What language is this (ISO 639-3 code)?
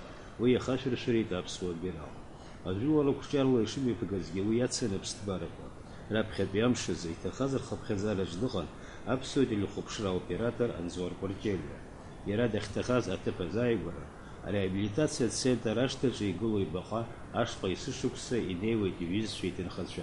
abk